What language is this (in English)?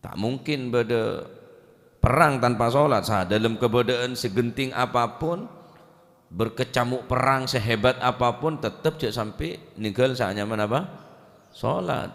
Madurese